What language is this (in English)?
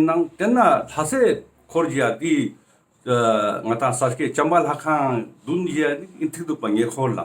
Ladakhi